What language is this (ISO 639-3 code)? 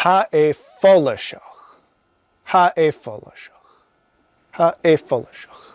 gla